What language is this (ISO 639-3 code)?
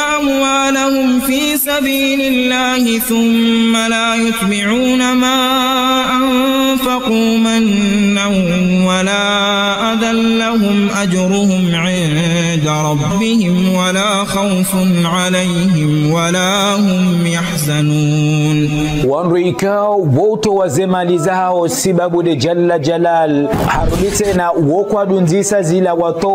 zdj